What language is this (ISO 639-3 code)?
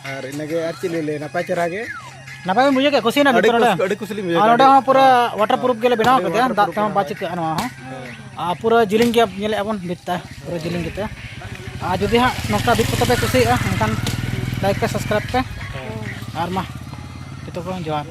sat